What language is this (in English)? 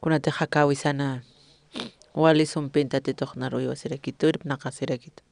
Aymara